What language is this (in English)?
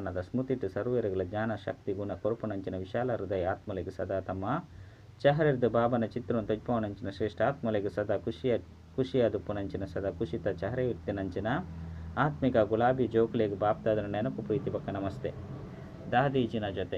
Tulu